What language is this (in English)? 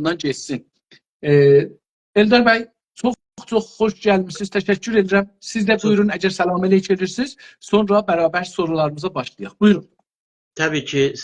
South Azerbaijani